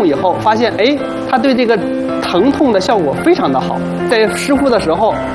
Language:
Chinese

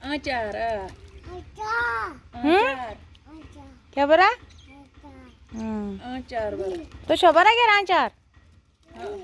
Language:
Kashmiri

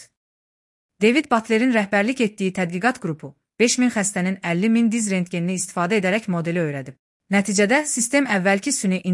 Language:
Azerbaijani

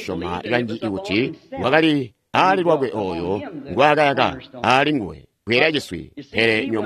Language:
Tonga (Zambia)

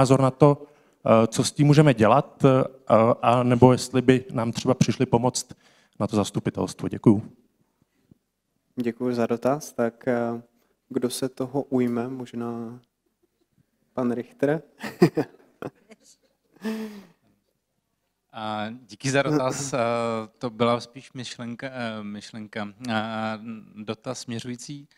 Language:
Czech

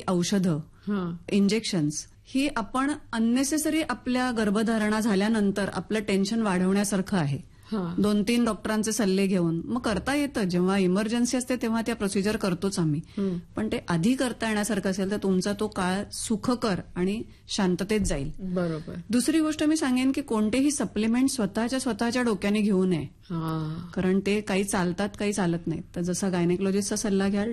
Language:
Marathi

